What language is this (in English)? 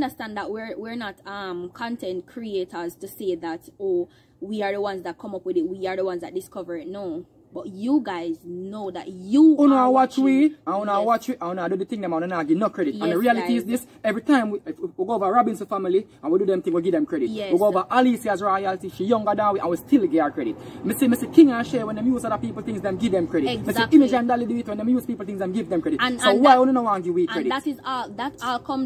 Jamaican Creole English